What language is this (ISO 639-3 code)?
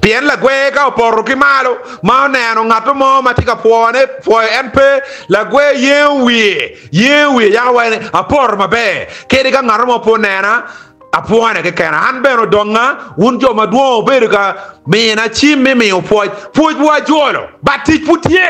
ach